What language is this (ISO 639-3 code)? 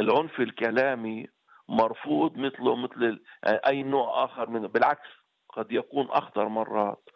apc